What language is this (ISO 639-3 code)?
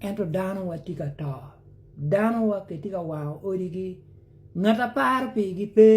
ach